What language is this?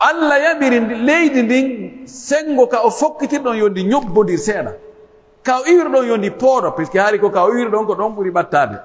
Pular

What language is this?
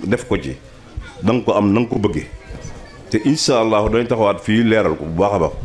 Wolof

